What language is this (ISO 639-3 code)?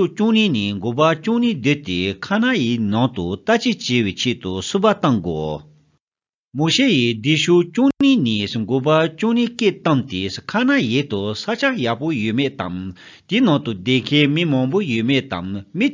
bod